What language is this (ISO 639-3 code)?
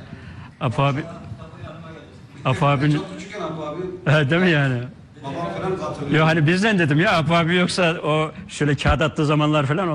tur